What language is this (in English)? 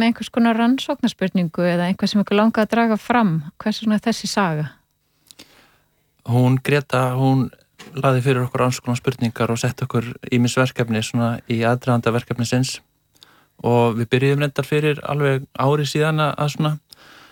Icelandic